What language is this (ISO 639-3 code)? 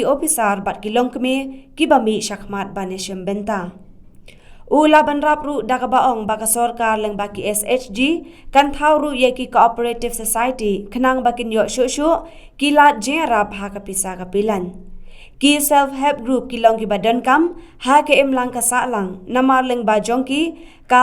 kha